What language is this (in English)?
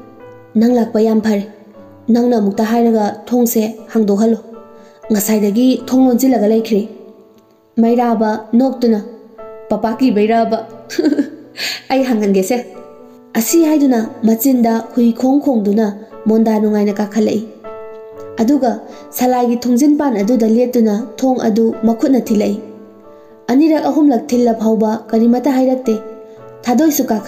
Manipuri